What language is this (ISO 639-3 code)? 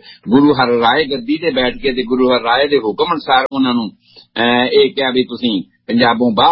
pan